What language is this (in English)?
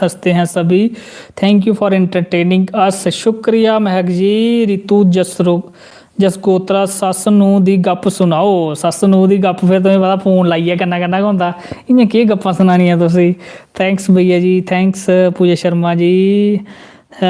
Dogri